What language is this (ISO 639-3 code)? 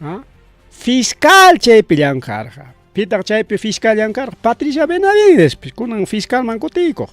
quy